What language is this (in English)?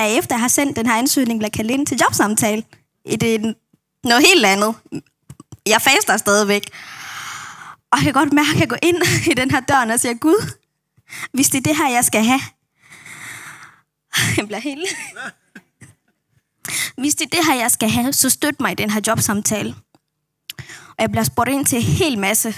Danish